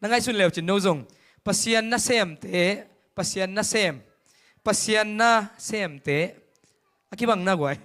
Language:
Tedim Chin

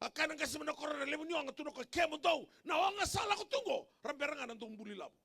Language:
Fijian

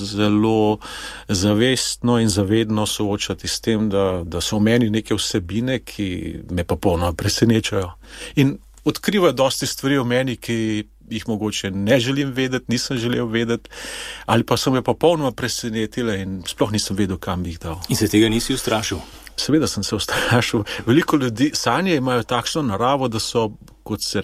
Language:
Slovenian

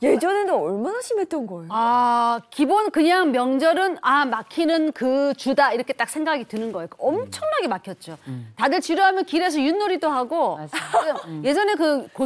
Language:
Korean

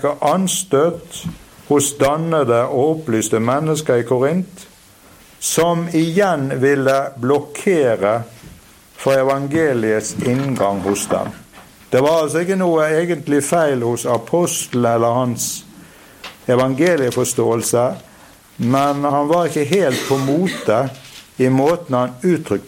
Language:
Norwegian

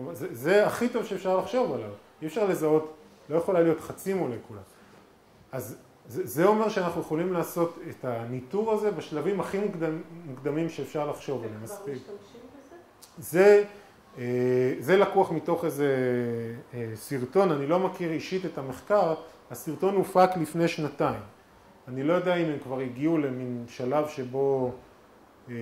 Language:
Hebrew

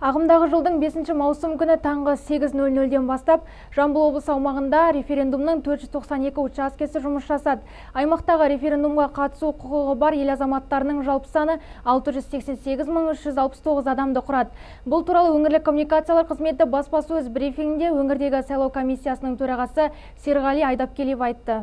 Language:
Kazakh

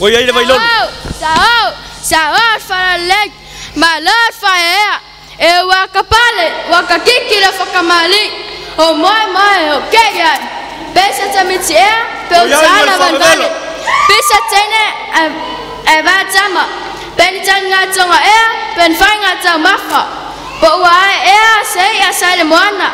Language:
Samoan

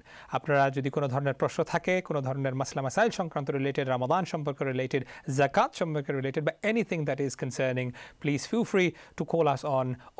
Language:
Bangla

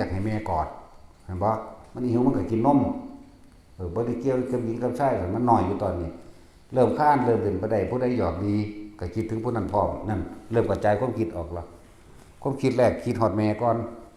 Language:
Northeastern Thai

